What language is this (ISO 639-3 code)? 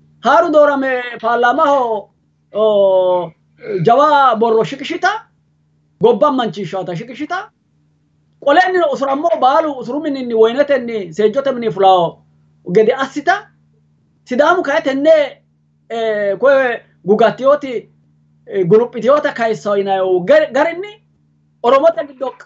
sid